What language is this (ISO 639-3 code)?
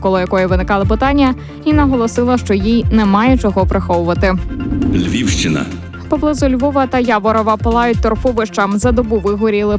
ukr